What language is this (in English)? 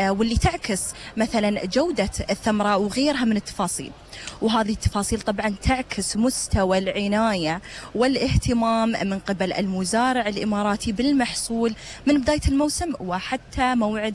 Gulf Arabic